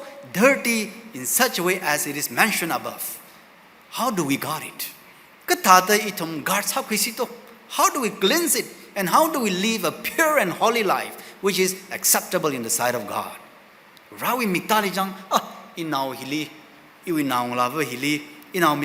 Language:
Tangkhul Naga (India)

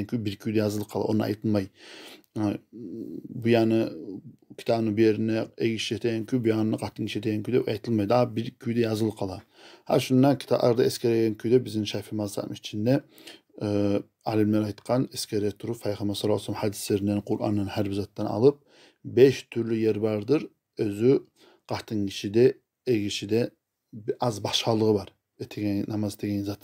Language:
Kumyk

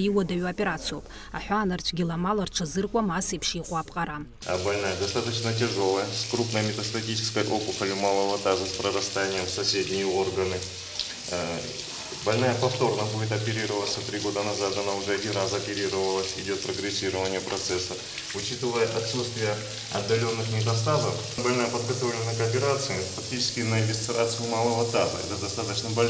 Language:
Abkhazian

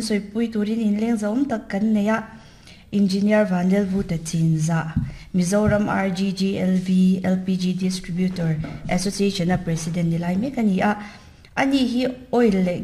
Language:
Mizo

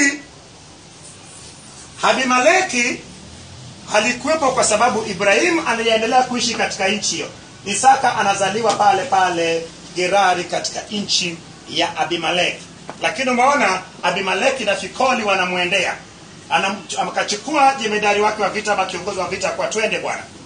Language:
Swahili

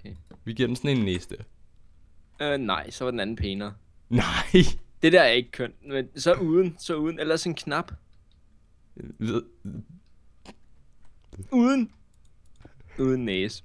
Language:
Danish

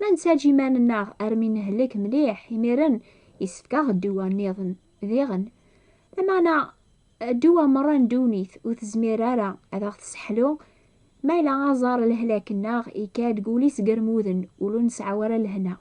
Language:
Kabyle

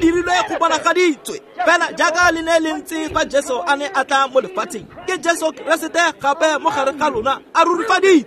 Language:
Tswana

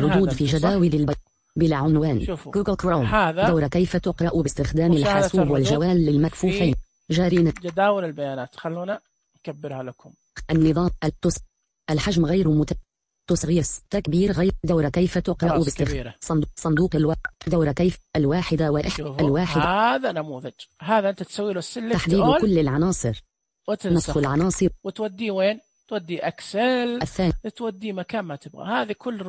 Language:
Najdi Arabic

